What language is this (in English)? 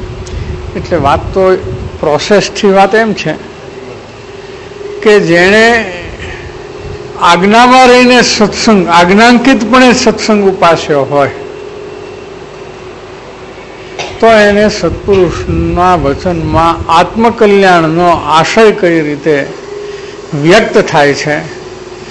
Gujarati